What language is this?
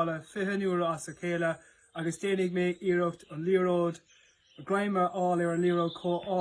Irish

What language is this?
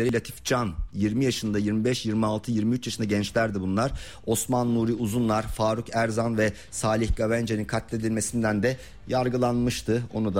Turkish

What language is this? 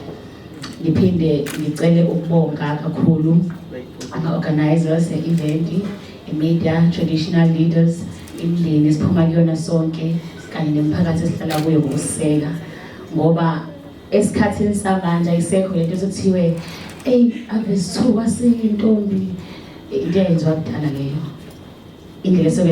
Zulu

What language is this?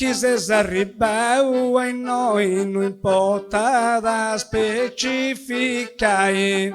Sardinian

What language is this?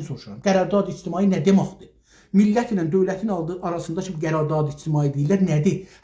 South Azerbaijani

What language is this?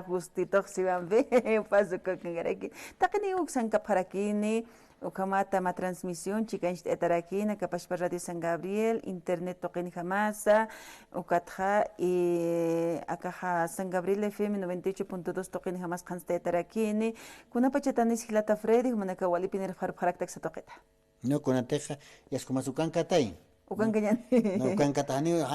Aymara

